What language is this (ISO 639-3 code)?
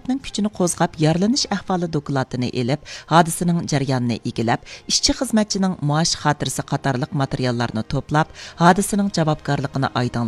uig